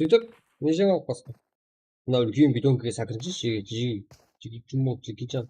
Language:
Kara-Kalpak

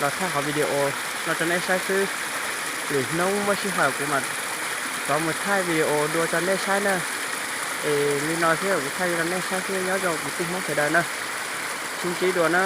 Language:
Hmong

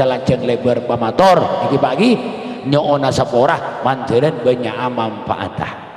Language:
Madurese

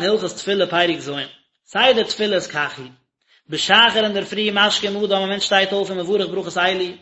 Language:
Yiddish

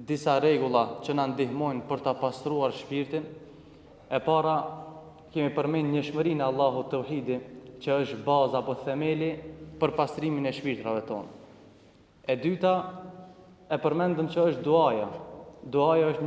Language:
Albanian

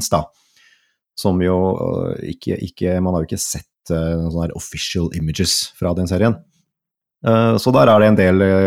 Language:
Norwegian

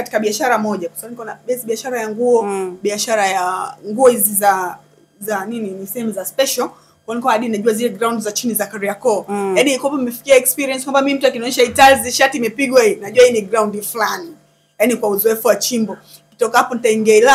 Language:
Swahili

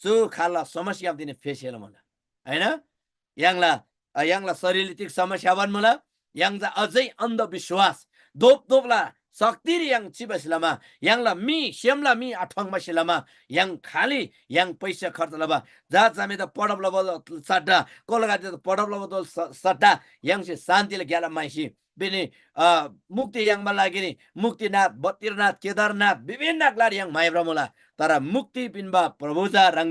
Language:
Eastern Tamang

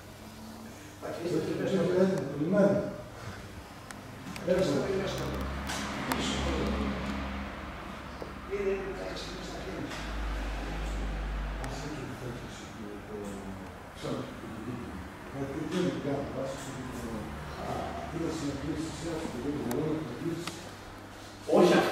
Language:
Greek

